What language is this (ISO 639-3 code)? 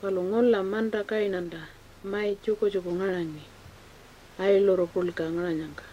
pjt